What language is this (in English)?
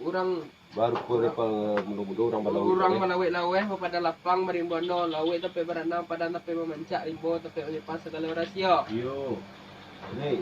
Minangkabau